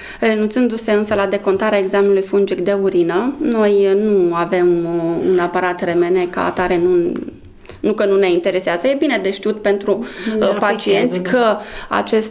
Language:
Romanian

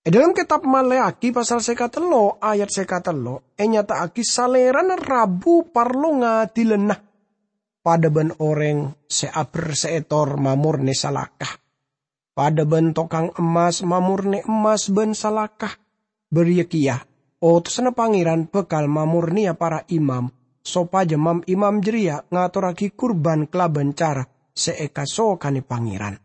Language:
Madurese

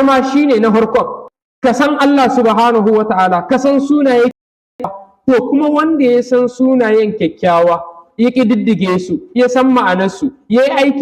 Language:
Hausa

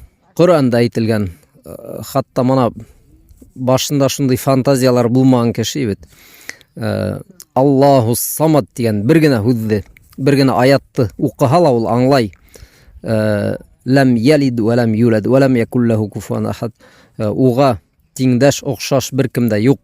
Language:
Bashkir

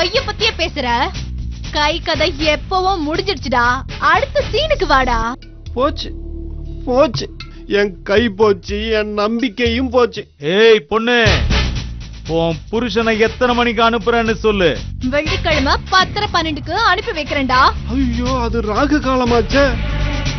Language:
Tamil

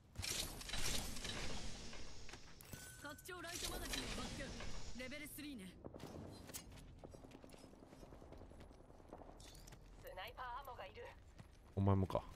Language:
Japanese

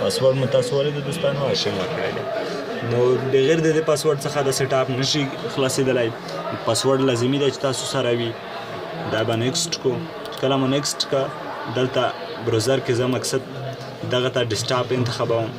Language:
Pashto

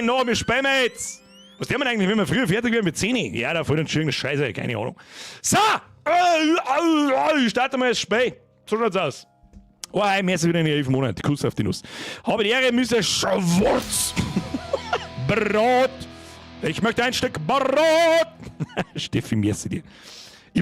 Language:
Bavarian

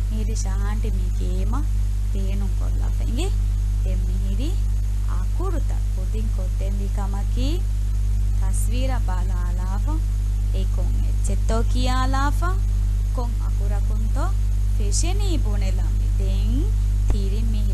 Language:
Divehi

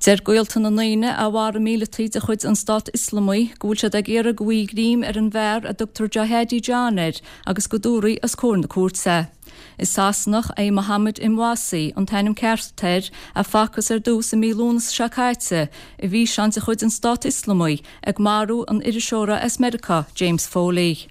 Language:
Irish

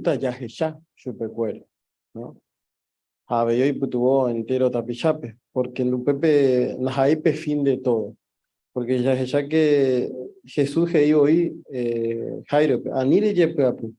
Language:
Guarani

